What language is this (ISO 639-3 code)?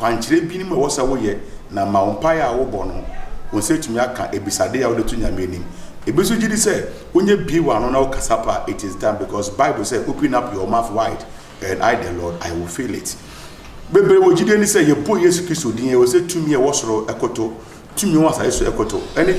aka